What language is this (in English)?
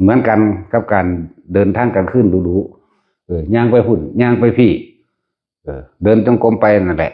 Northeastern Thai